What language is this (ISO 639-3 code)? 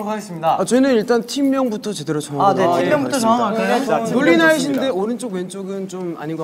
kor